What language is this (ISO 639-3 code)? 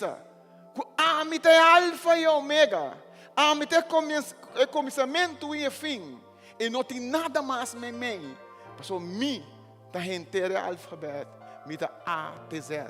pap